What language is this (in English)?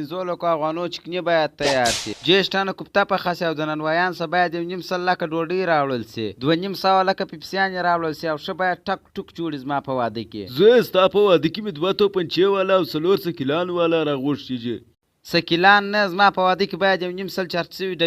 Pashto